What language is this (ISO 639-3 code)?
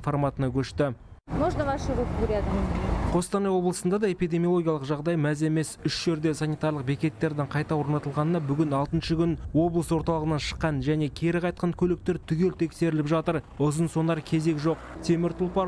kaz